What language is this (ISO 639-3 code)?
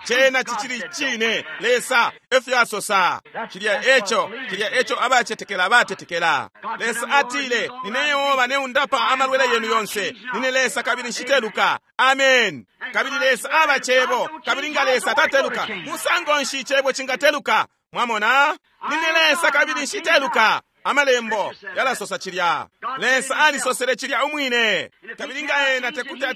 bem